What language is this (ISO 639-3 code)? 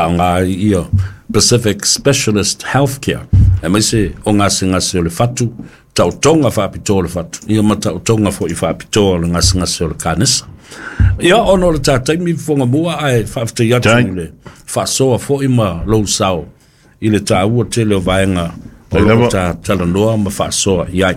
smo